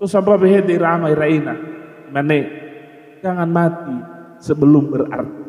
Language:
Nias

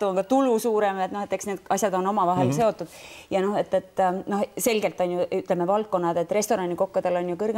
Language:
Estonian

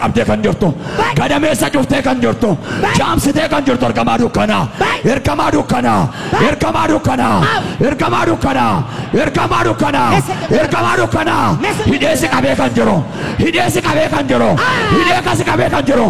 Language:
Oromo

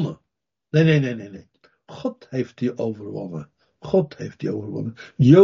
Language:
Dutch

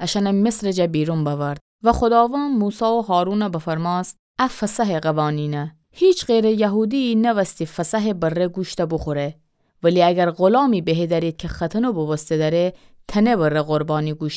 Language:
Gilaki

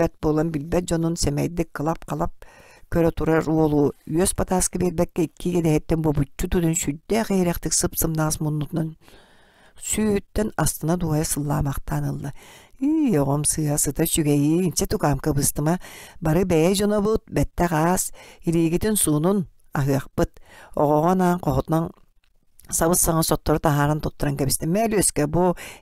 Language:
Yakut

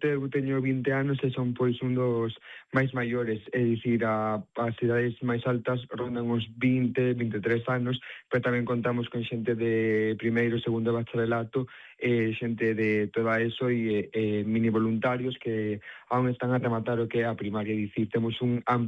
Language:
Galician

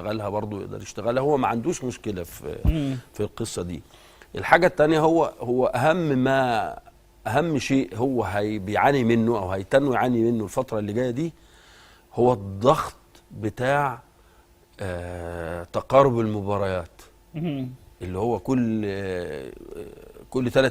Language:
Egyptian Arabic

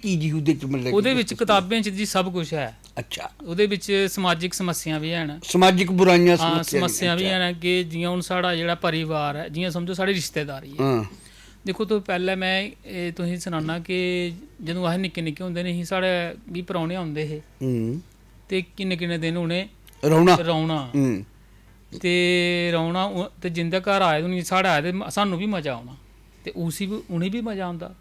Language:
Dogri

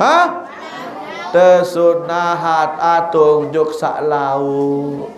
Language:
Sasak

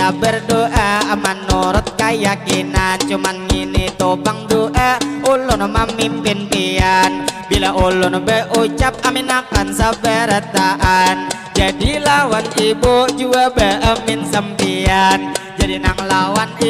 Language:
Banjar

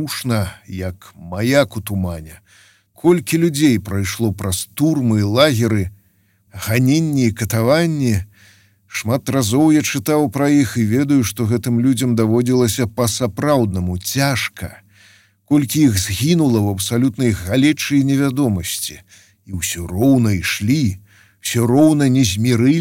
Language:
Belarusian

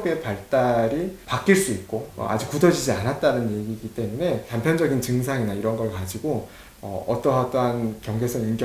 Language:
Korean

